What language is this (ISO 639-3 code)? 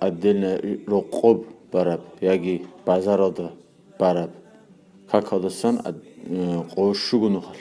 ava